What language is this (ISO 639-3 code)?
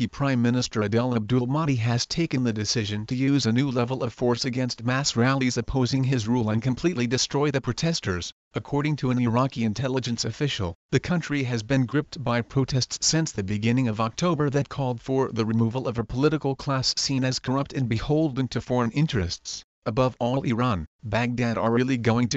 eng